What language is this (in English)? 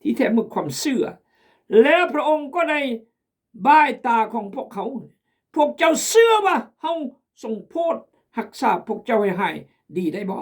Khmu